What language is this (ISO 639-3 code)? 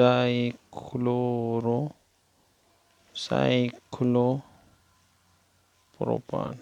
pus